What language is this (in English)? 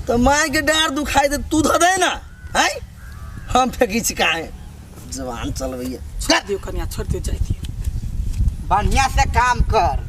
Maithili